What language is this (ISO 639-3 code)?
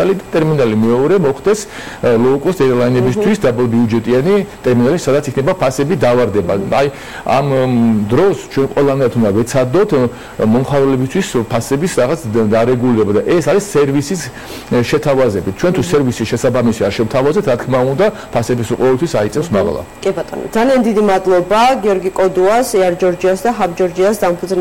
kat